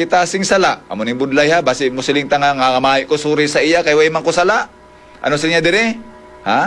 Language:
Hiligaynon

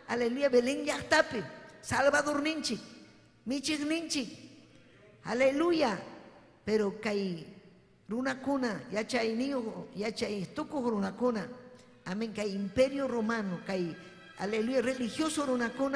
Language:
Ayacucho Quechua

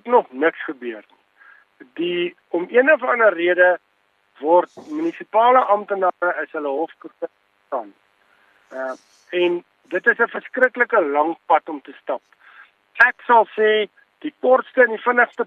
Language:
Afrikaans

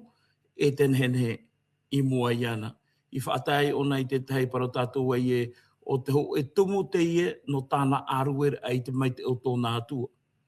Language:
Tahitian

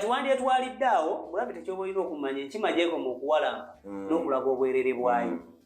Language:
Ganda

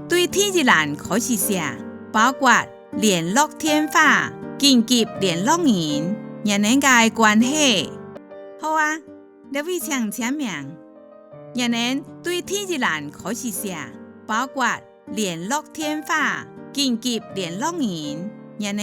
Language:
Hakka Chinese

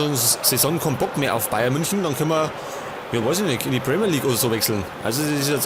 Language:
Bavarian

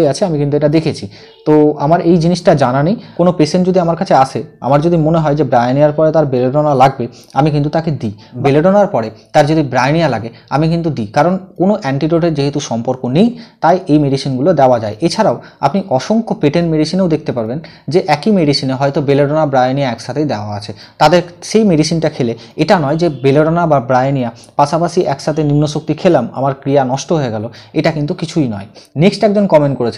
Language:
Bangla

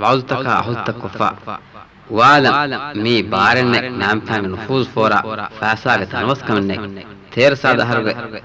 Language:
Divehi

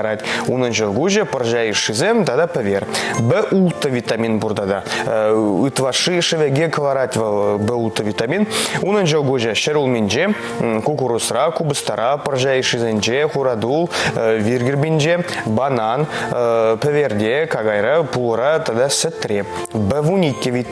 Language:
Chuvash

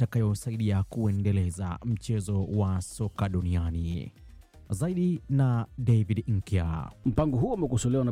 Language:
Swahili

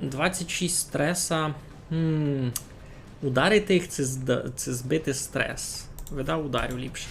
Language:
Rusyn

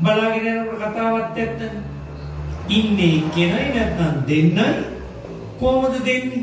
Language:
Sinhala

